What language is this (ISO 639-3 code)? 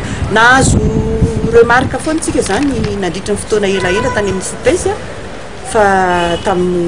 mlg